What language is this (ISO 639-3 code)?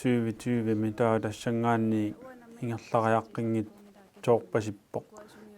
kal